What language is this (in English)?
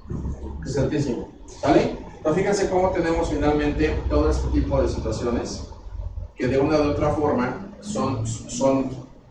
Spanish